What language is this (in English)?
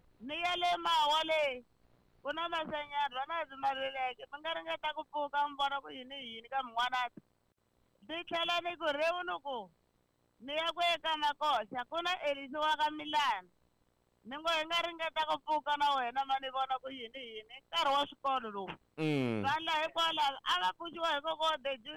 Tsonga